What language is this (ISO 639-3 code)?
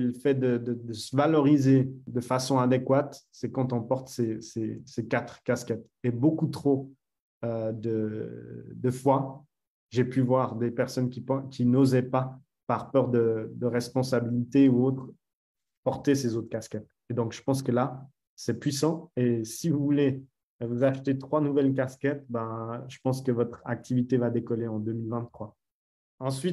fra